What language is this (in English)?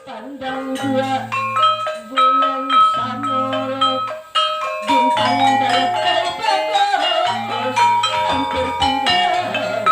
Banjar